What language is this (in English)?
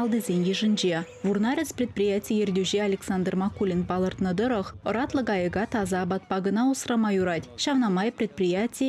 Chuvash